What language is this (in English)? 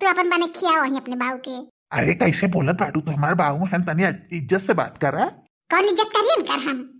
Bhojpuri